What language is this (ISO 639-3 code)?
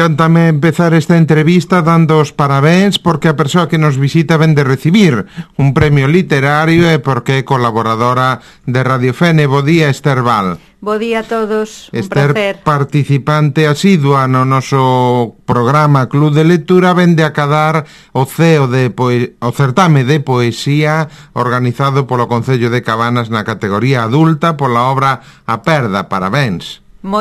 glg